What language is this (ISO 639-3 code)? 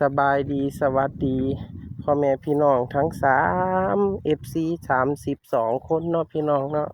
tts